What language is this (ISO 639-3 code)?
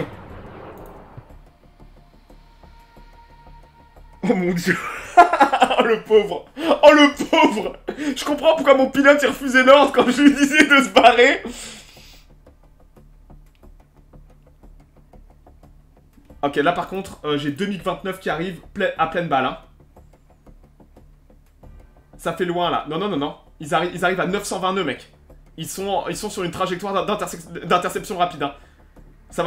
fra